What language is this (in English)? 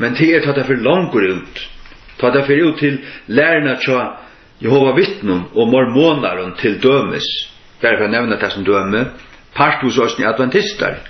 Faroese